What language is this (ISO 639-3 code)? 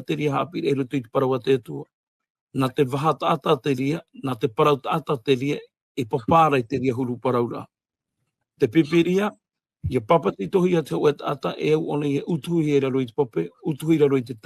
tah